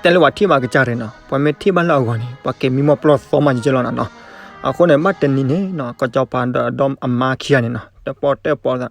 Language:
S'gaw Karen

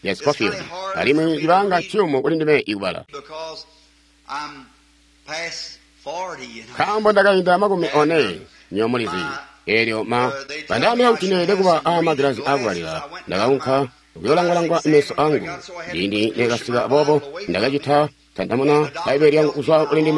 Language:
Tonga (Zambia)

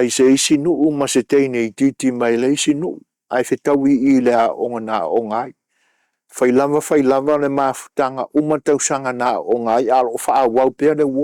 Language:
Samoan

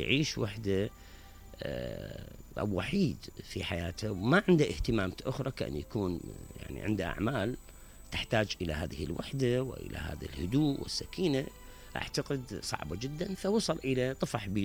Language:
Mesopotamian Arabic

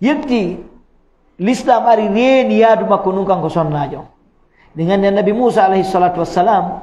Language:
Fula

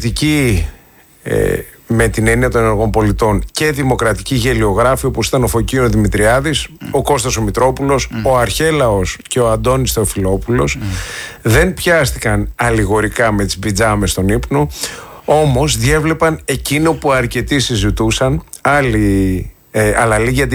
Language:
Greek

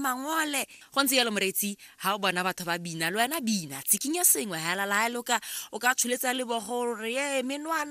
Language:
Tswana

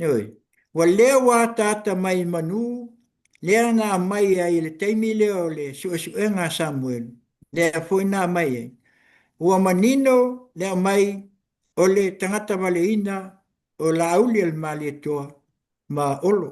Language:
Samoan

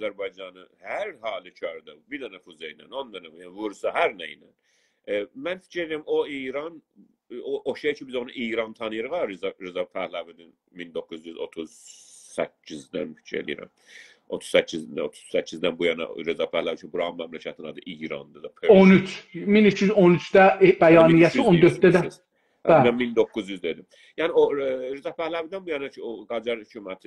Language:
South Azerbaijani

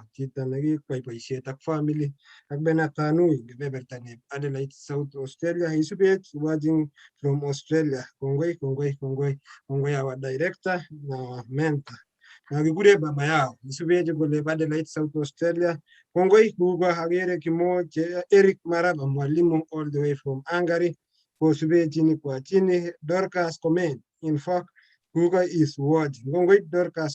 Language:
Kalenjin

